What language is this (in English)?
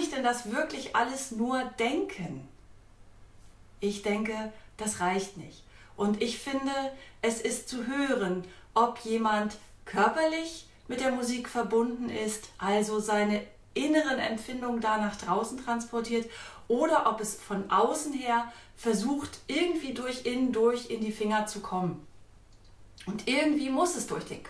German